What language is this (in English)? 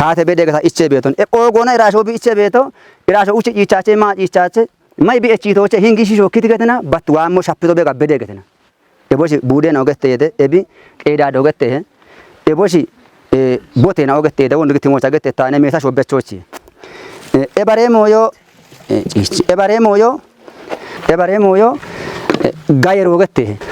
Kafa